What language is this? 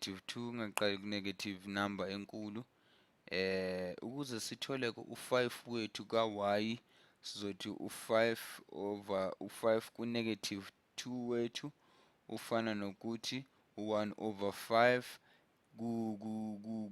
Zulu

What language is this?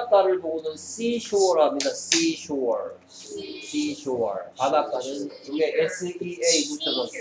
Korean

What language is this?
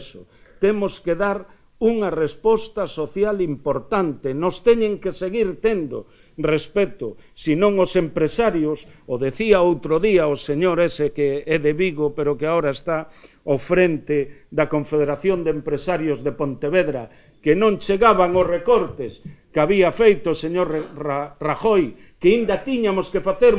Galician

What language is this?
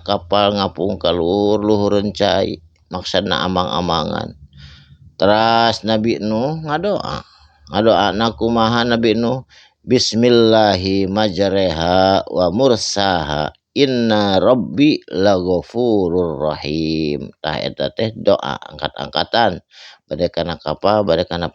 Sundanese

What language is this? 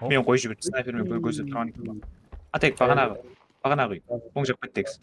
Kara-Kalpak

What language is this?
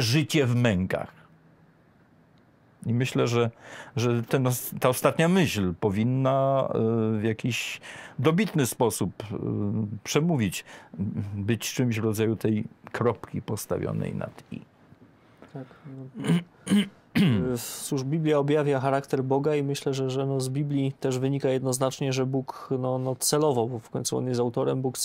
Polish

